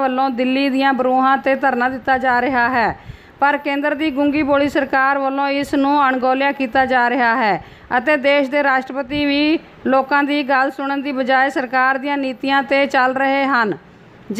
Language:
Punjabi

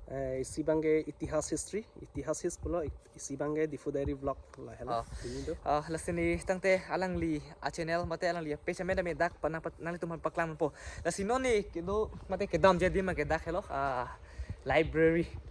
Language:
Karbi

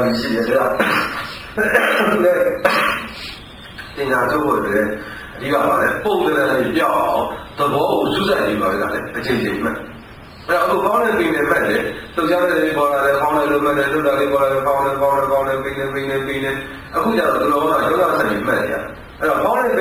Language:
Burmese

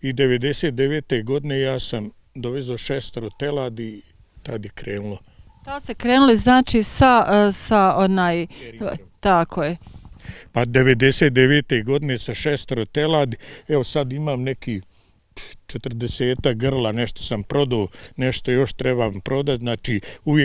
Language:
Bosnian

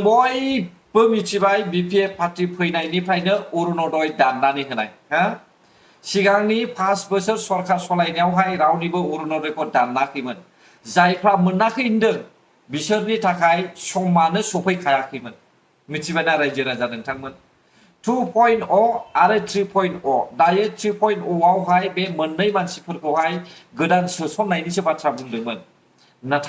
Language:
Bodo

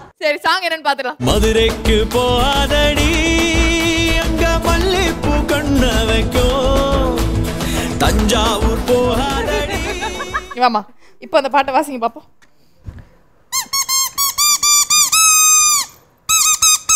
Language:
Tamil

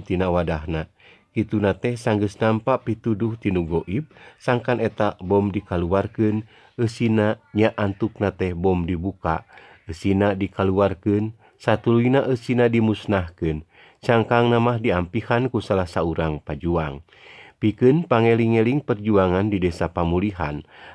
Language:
Sundanese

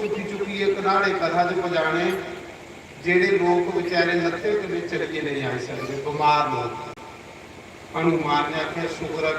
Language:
Dogri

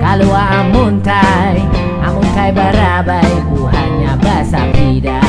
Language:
Banjar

